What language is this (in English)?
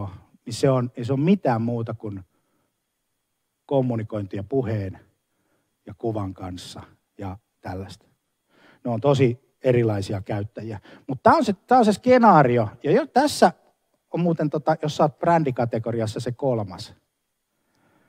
Finnish